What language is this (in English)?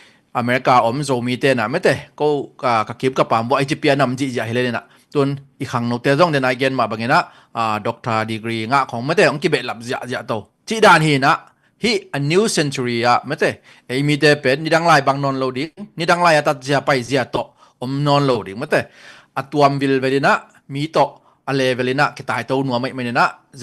Tedim Chin